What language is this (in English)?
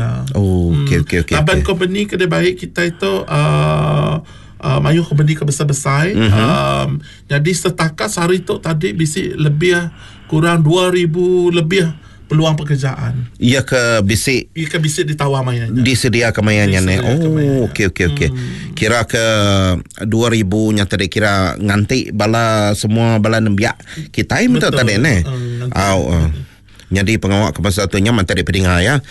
Iban